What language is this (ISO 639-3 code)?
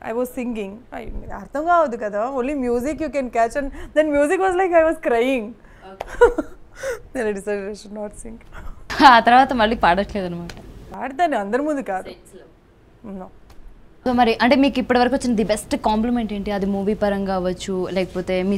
tel